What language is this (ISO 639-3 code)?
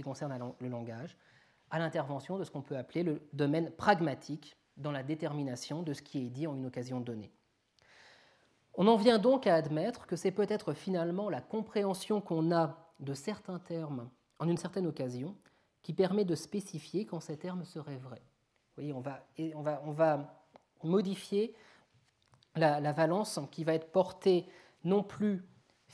fra